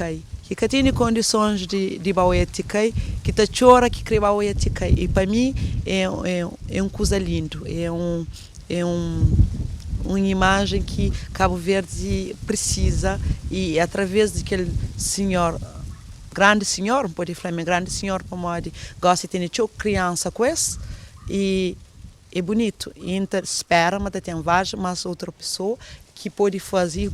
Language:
Kabuverdianu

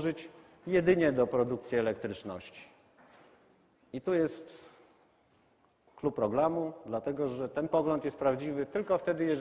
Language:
Polish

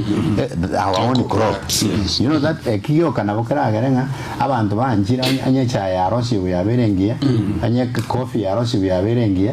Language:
Gusii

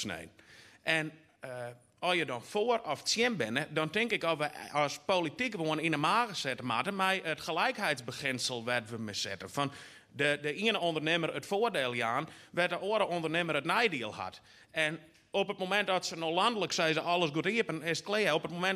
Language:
Western Frisian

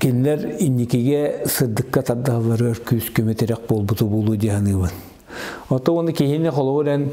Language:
Yakut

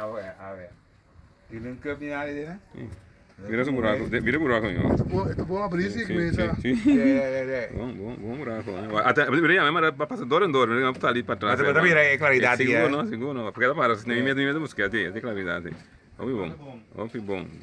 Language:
Papiamento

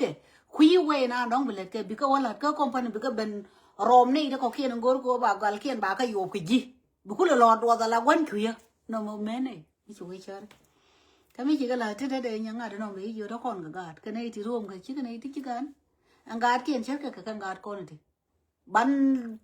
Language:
Nuer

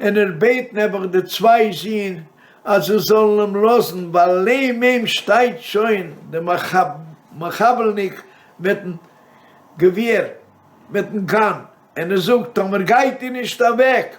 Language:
Yiddish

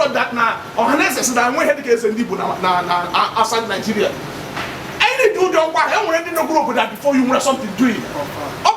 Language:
Igbo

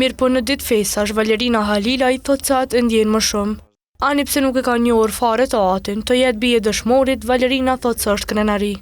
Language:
Albanian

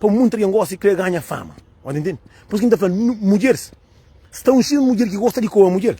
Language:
Kabuverdianu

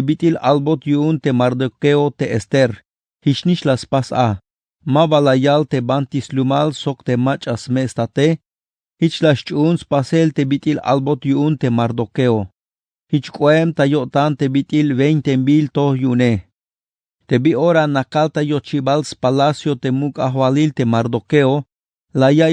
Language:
Tzeltal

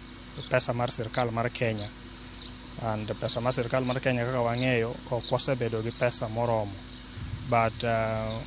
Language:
Luo (Kenya and Tanzania)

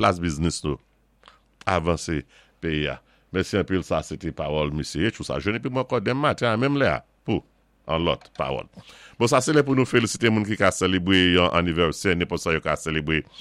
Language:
Saint Lucian Creole French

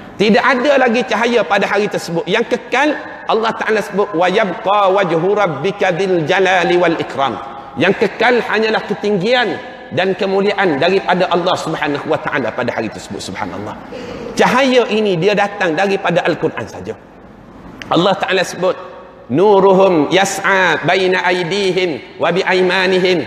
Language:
Malay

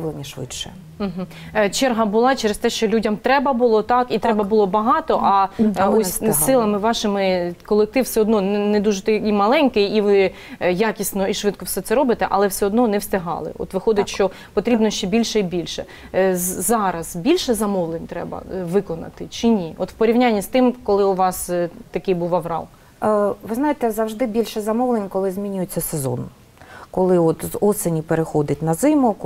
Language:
Ukrainian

